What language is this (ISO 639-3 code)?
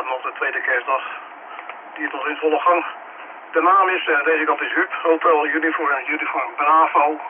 nld